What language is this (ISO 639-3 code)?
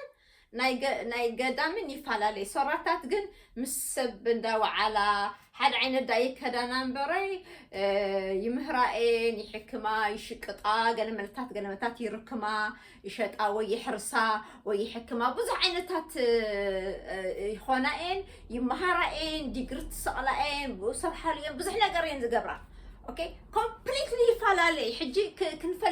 tir